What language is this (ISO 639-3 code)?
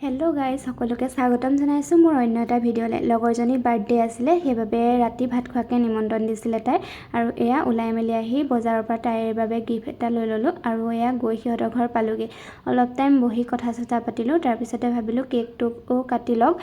asm